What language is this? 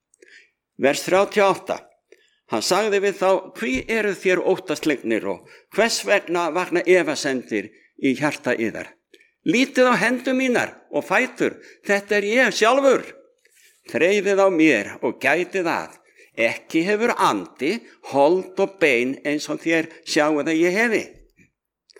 Icelandic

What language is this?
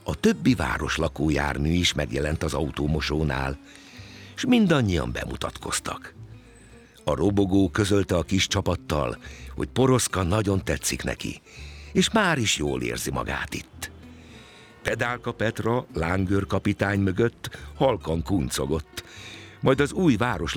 Hungarian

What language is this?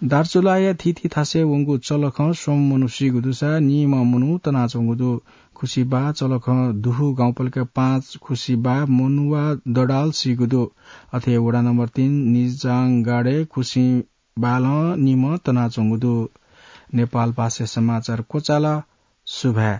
Newari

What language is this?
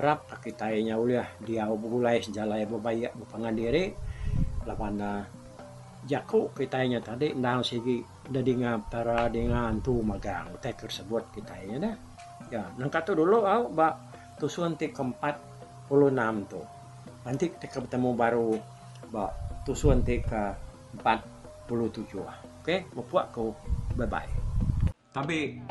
Iban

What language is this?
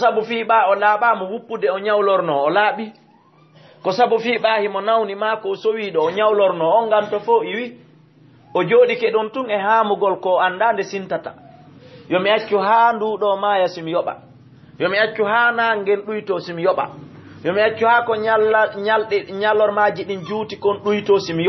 Fula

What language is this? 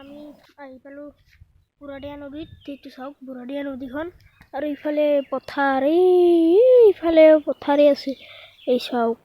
Assamese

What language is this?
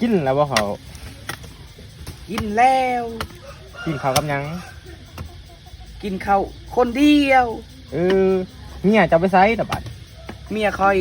Northeastern Thai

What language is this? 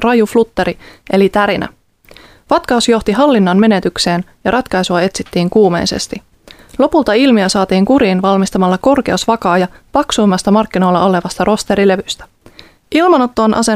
Finnish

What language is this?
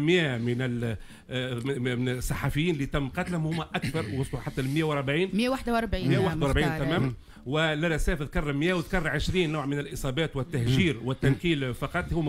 Tunisian Arabic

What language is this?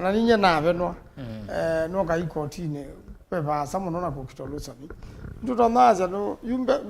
Kamba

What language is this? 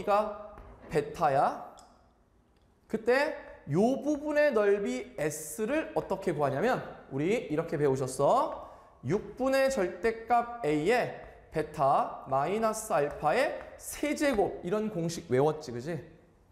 Korean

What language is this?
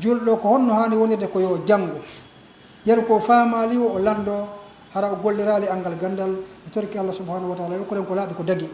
Fula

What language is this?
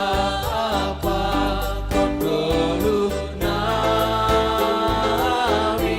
Batak Simalungun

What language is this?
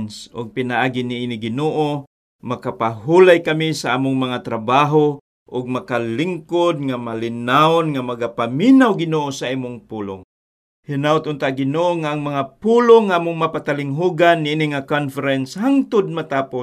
Cebuano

